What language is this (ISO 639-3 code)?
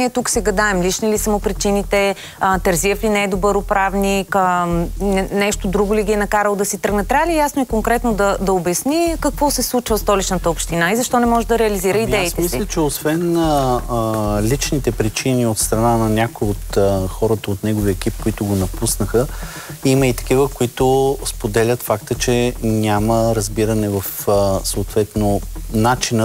bul